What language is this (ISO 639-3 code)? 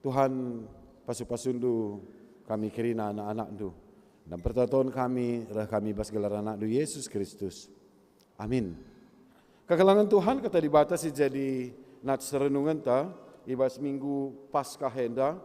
btx